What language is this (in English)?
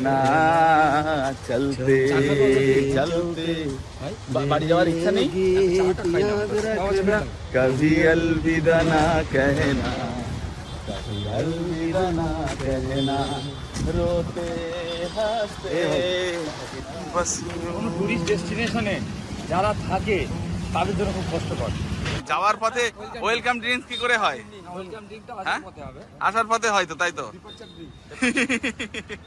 Bangla